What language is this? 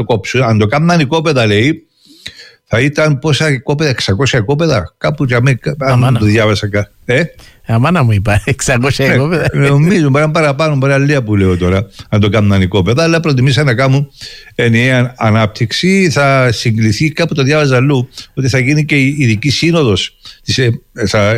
Greek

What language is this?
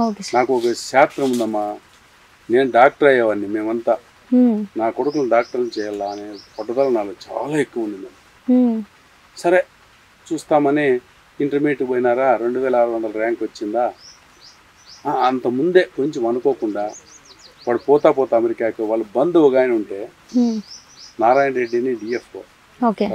Telugu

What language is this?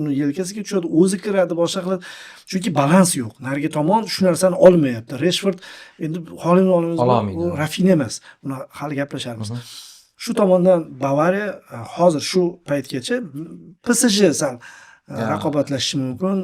Uzbek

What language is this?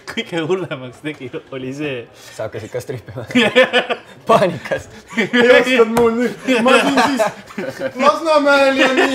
Estonian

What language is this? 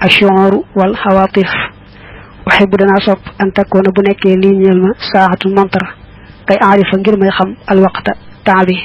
Wolof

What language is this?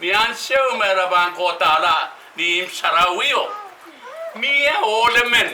Pohnpeian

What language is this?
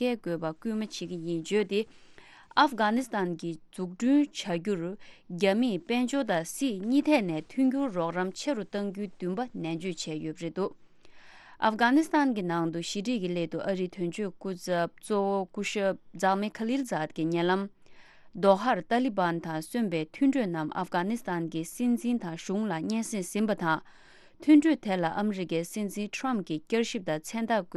Tibetan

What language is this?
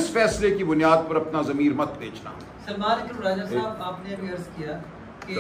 Urdu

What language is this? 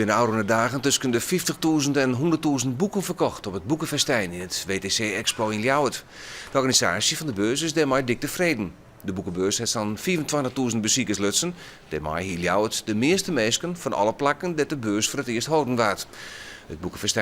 Western Frisian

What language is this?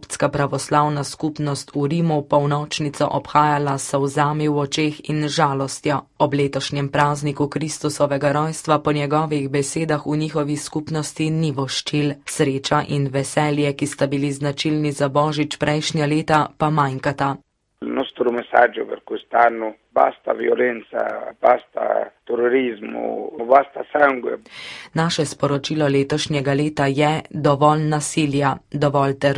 Slovenian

